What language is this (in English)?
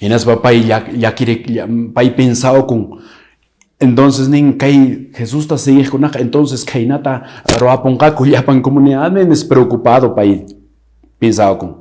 Quechua